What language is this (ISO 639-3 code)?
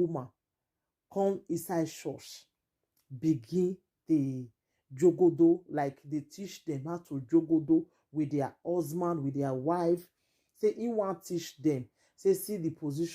pcm